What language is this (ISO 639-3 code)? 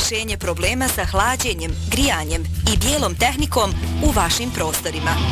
bos